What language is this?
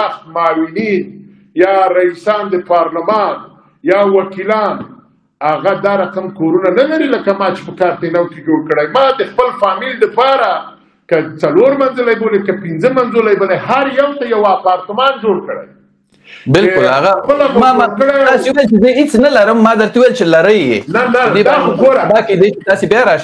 Pashto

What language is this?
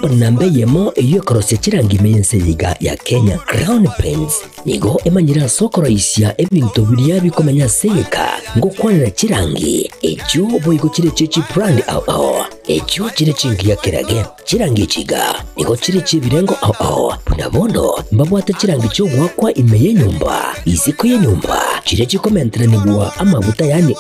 Gusii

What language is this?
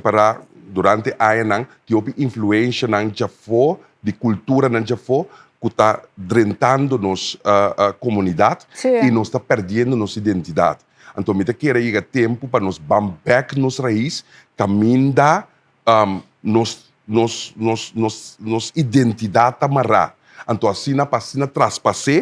Papiamento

